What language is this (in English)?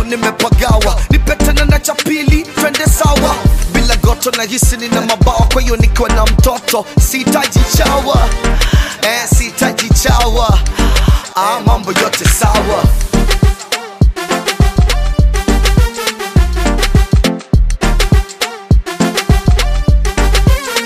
Swahili